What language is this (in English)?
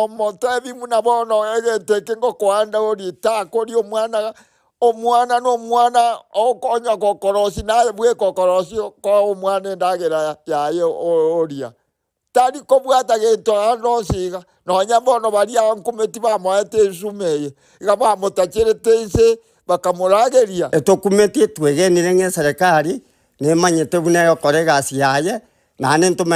Gusii